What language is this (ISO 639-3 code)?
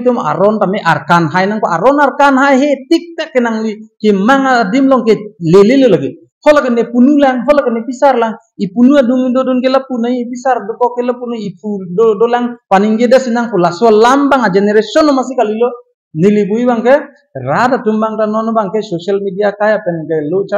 mjw